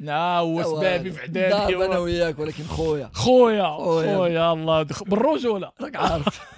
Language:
Moroccan Arabic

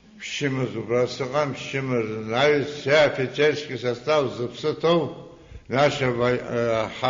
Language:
Abkhazian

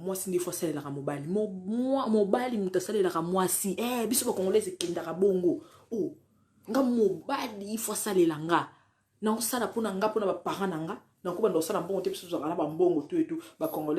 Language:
Lingala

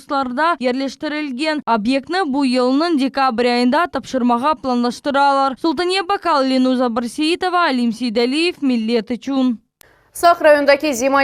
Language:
Crimean Tatar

